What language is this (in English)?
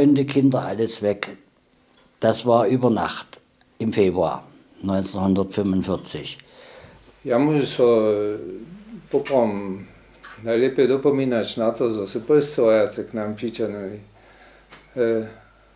Upper Sorbian